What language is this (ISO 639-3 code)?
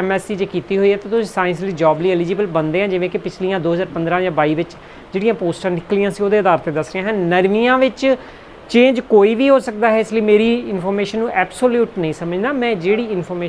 pan